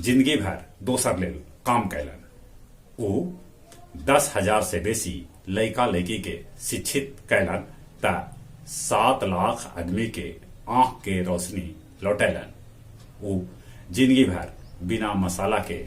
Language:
Magahi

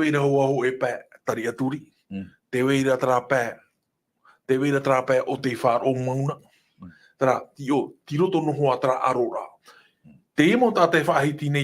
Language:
Tahitian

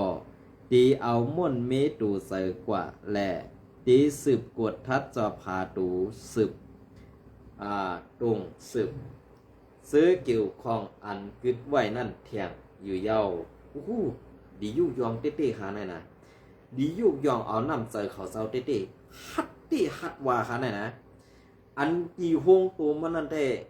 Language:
Shan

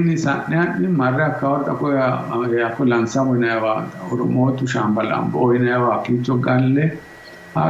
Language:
Sidamo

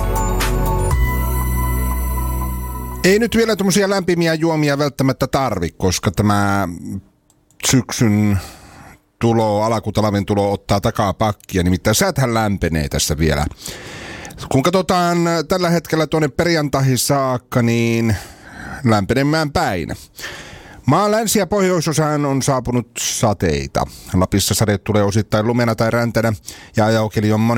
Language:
Finnish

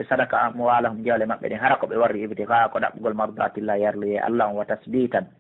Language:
Pular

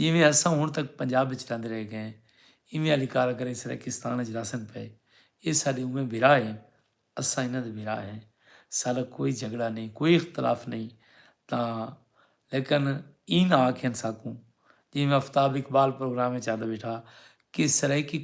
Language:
Saraiki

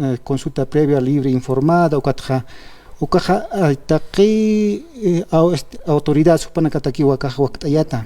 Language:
Aymara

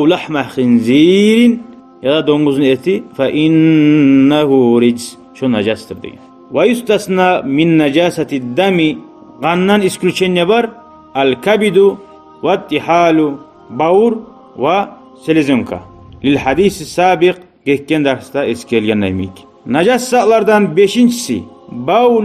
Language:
Kumyk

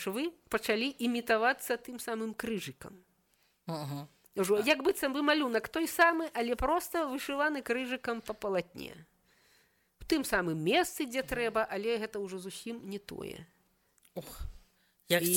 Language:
Belarusian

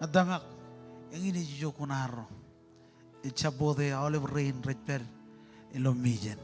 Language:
Marshallese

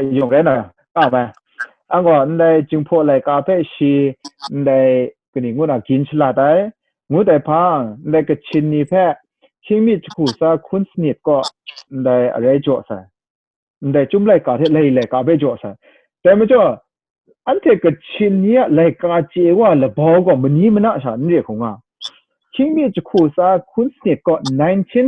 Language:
Kachin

